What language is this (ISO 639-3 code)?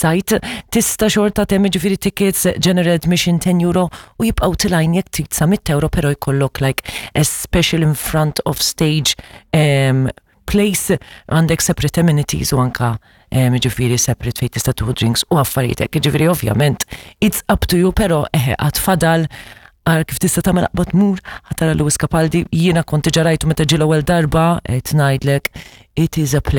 mlt